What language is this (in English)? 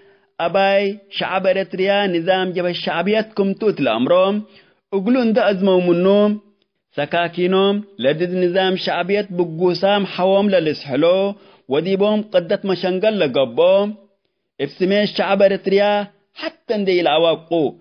Tigre